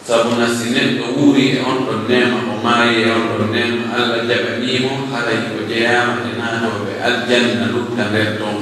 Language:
Pular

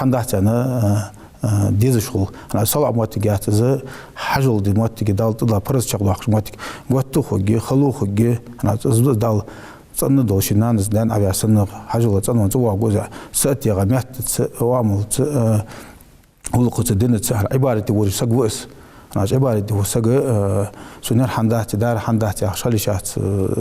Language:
Ingush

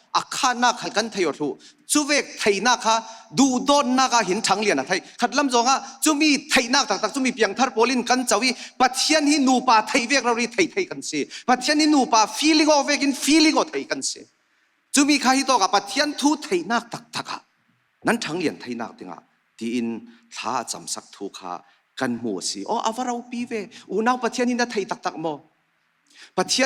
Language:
Falam Chin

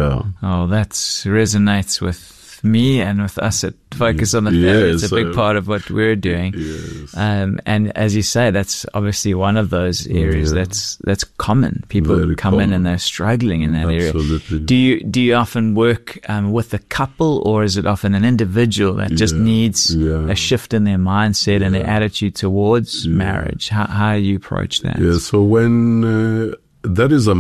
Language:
English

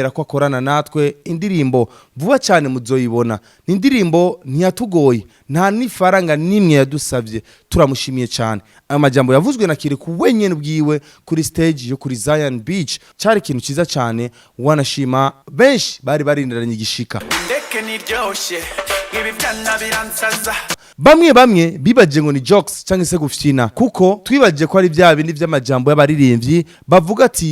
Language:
Rundi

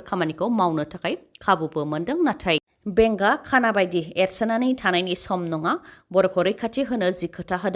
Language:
Bodo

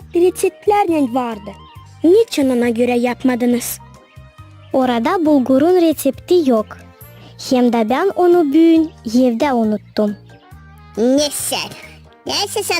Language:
Gagauz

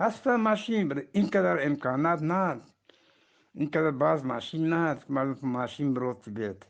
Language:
Eastern Balochi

